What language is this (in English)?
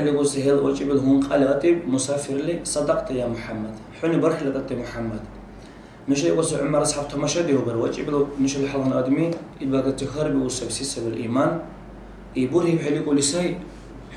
Dargwa